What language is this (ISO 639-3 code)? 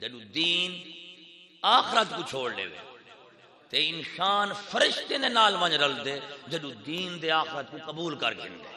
skr